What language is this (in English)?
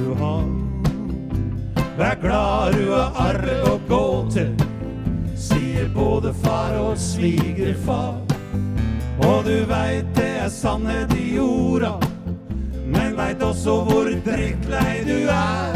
Norwegian